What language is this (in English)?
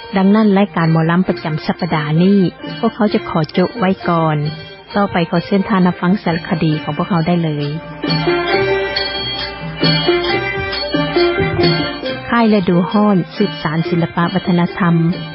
Lao